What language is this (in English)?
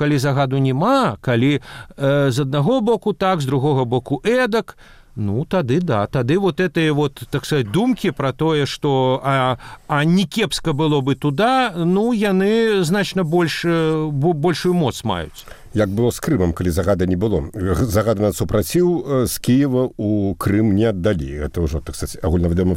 Belarusian